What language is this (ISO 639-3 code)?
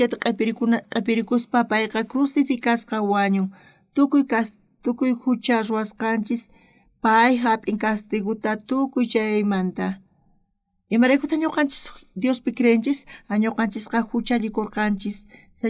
quh